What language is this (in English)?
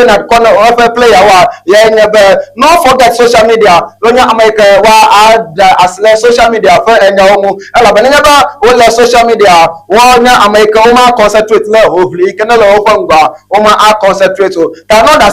Ewe